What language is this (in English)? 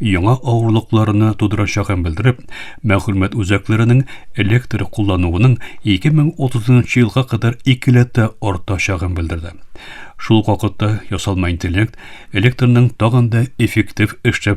Tatar